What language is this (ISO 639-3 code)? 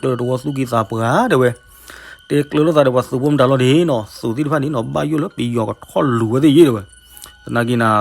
ksw